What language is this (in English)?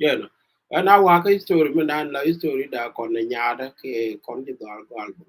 Nuer